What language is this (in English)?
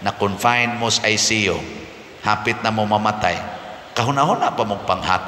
Cebuano